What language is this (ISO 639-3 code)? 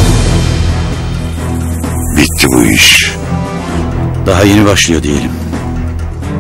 tur